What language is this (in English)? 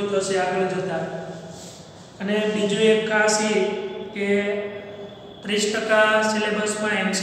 Gujarati